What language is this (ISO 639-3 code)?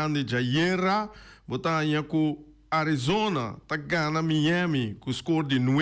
pap